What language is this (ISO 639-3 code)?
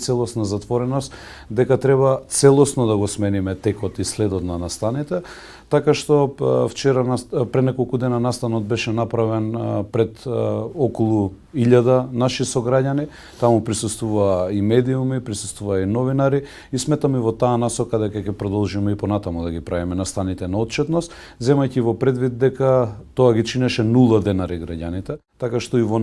mkd